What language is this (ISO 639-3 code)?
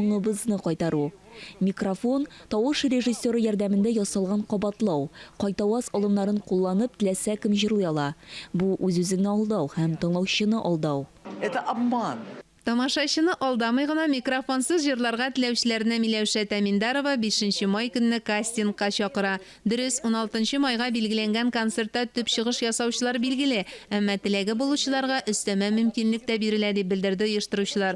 tat